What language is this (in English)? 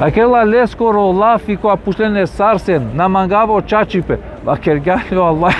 Balkan Romani